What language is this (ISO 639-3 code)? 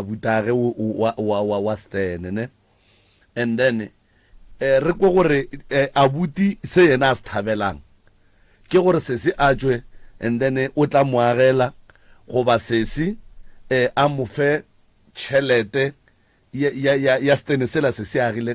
nso